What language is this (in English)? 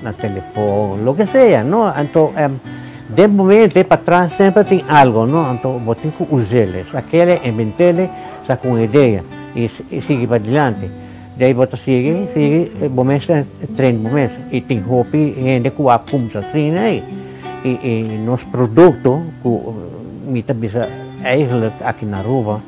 Papiamento